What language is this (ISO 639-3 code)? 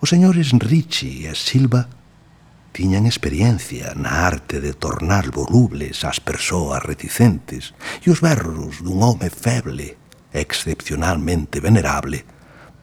glg